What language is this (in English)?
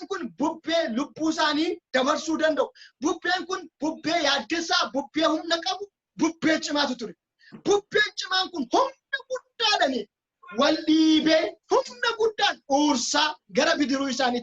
Oromo